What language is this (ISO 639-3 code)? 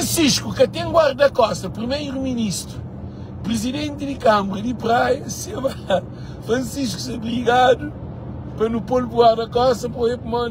kea